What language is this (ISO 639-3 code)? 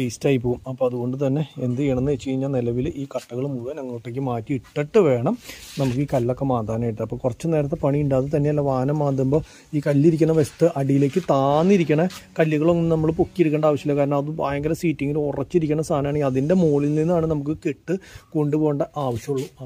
mal